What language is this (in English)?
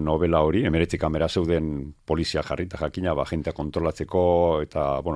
Basque